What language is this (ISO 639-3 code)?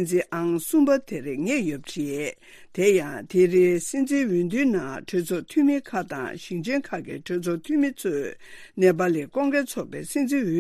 bod